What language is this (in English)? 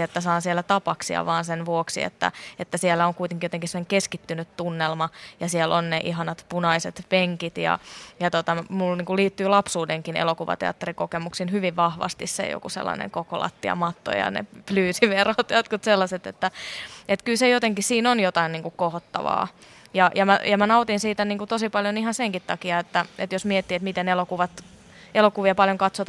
Finnish